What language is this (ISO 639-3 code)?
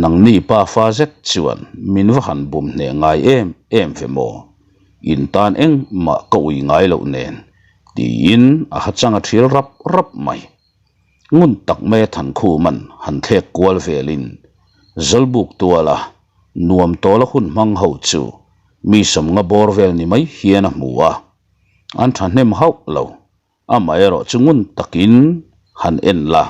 lus